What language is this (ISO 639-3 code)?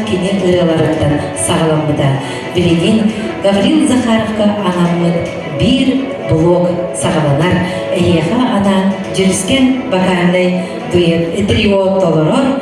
sah